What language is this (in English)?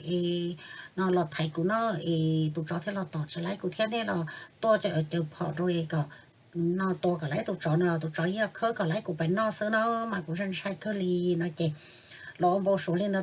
Hmong